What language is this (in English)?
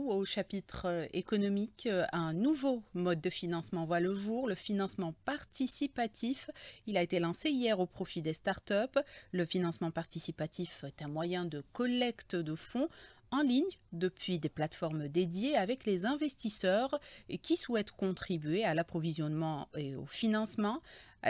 French